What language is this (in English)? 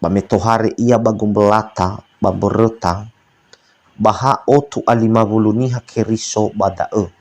Nias